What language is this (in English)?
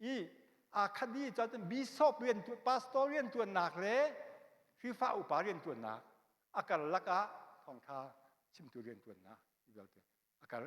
Hakha Chin